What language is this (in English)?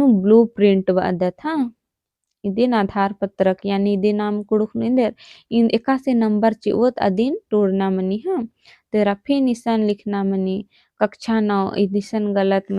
Kurukh